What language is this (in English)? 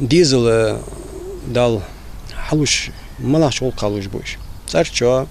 Ingush